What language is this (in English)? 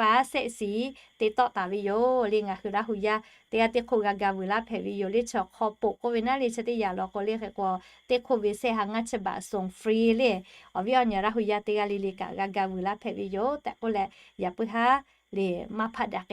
Lahu